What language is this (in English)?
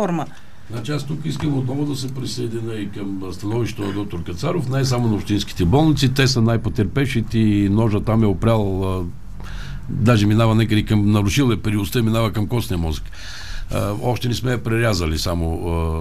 Bulgarian